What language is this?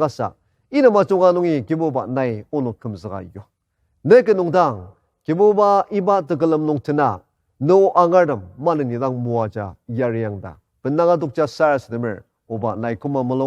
Ao Naga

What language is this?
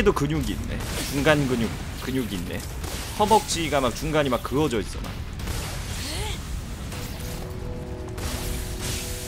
Korean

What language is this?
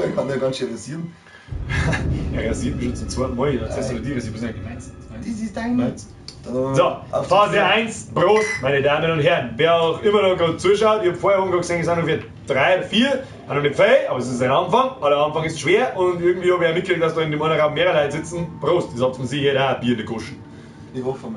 Bavarian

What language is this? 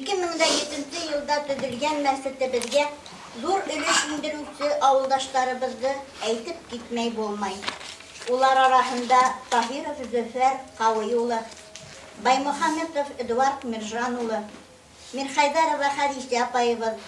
Bashkir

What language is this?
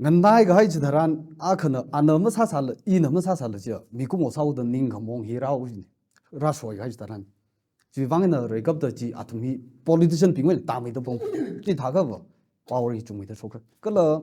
Tangkhul Naga (India)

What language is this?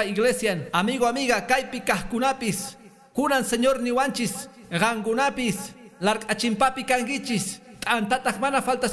Quechua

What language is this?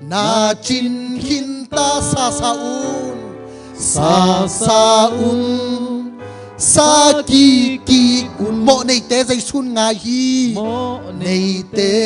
Tedim Chin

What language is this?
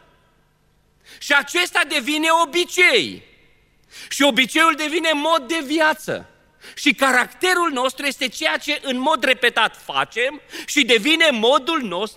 Romanian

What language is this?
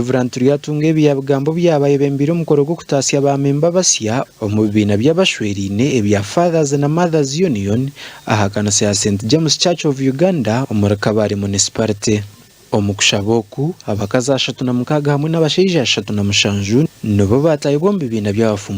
Nyankole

